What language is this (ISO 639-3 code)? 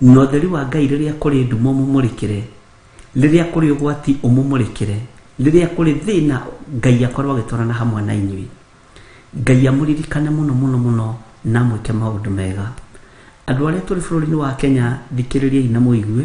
kik